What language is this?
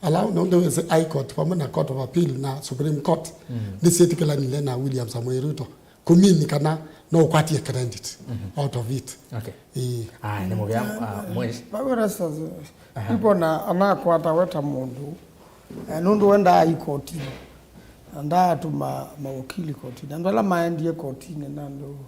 Kamba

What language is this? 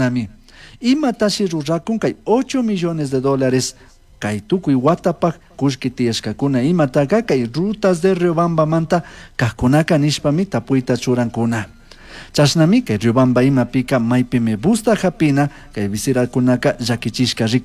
Chimborazo Highland Quichua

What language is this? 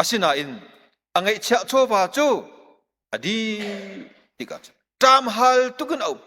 Hakha Chin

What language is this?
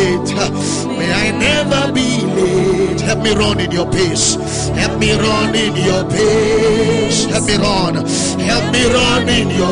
English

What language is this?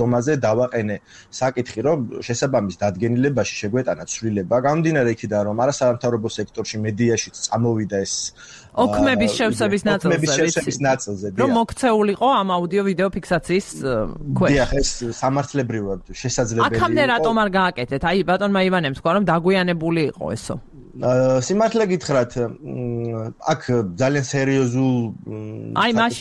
Georgian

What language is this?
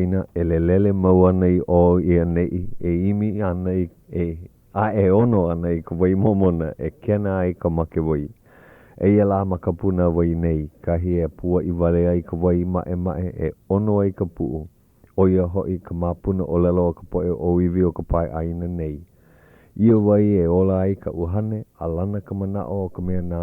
Hawaiian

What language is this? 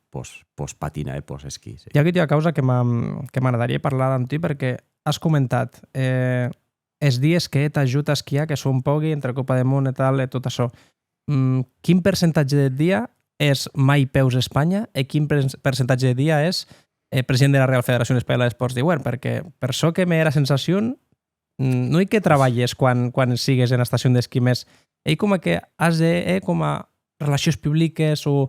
Occitan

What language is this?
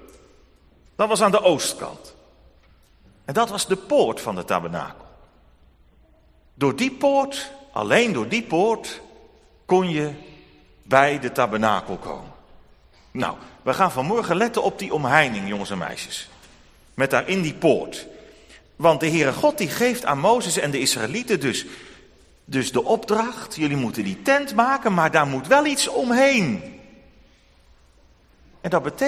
Dutch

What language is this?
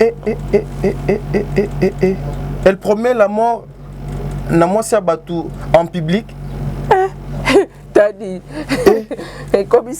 Lingala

